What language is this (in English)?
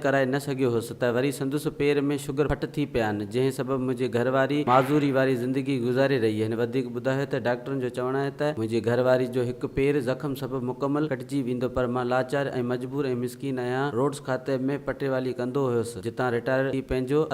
Sindhi